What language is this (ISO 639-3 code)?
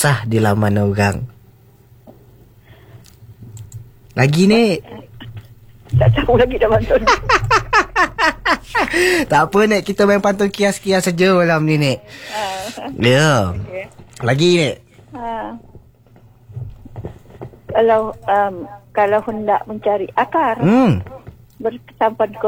msa